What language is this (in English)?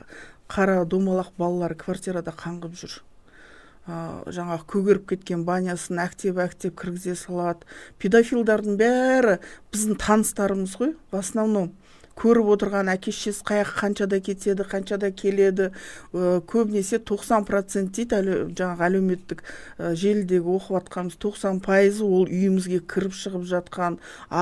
Kazakh